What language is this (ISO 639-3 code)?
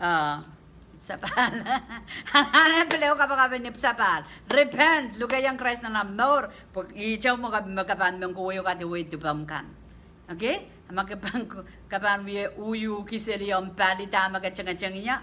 pon